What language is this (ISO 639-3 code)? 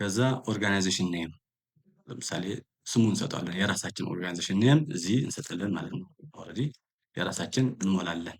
amh